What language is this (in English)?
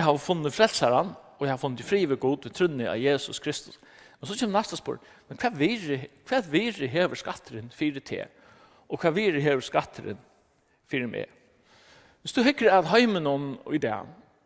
Faroese